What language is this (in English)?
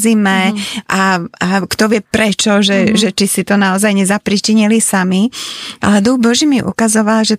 Slovak